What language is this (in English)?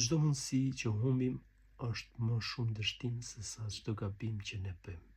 Albanian